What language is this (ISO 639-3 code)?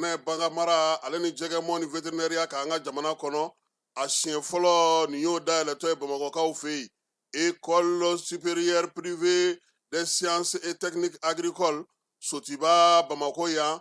bam